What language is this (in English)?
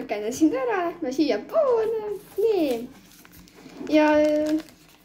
Estonian